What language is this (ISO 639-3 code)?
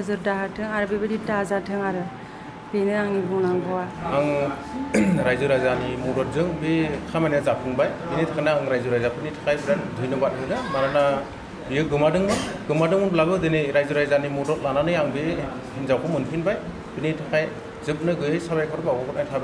brx